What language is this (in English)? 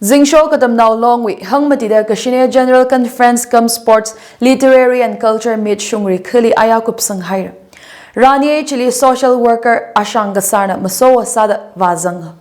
Tangkhul Naga (India)